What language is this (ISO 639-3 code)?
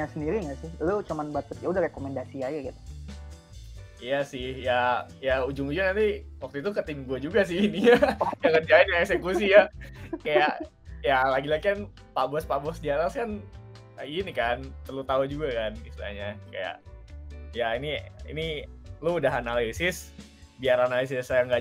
ind